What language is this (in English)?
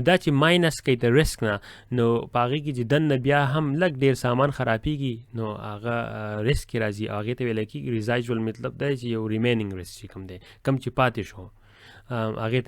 Pashto